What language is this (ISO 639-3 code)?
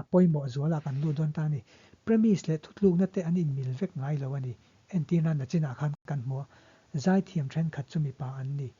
lus